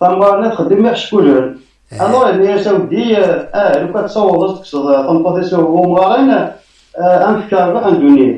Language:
Kabyle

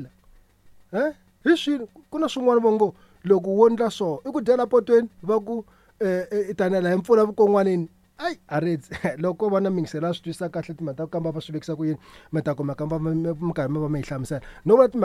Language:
Tsonga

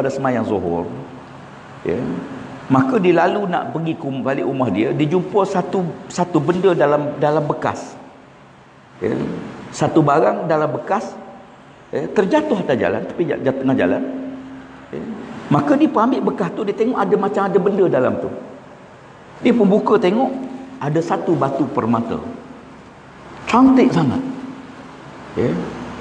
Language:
Malay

